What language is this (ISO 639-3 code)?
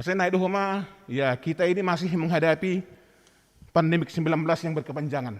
bts